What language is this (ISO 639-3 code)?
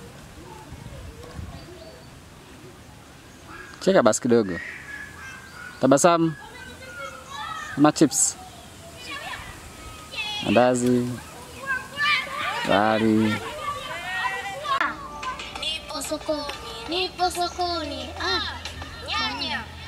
swa